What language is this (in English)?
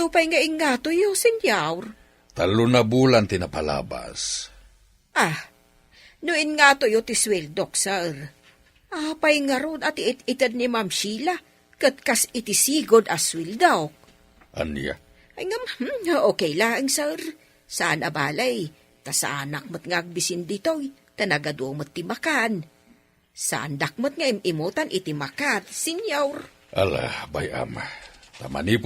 Iloko